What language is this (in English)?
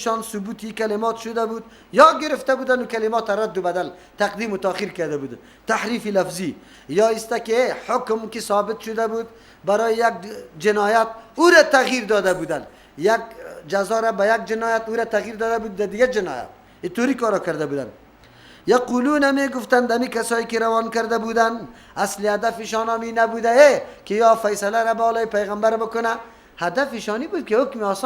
Persian